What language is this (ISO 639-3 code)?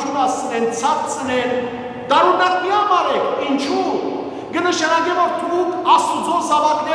hyw